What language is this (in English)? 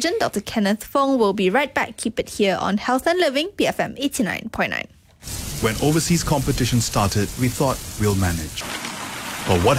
English